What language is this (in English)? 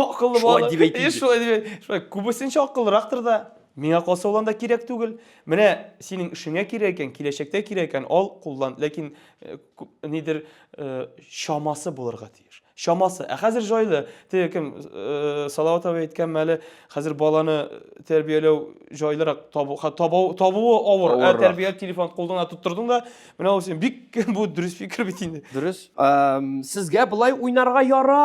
Tatar